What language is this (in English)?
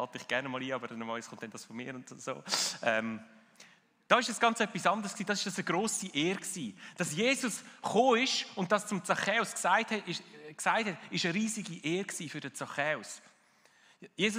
Swiss German